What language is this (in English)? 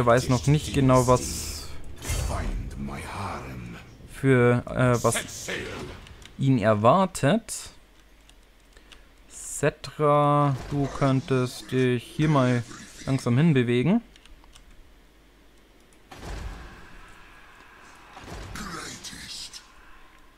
German